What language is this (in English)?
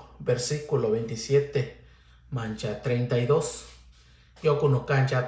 Mixtepec Mixtec